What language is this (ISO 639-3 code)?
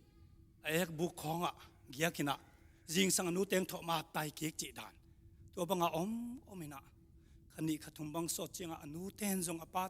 ctd